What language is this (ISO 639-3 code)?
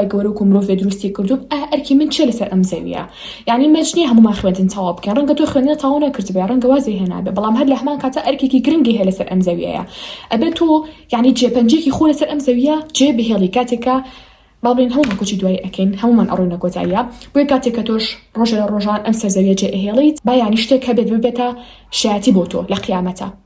ckb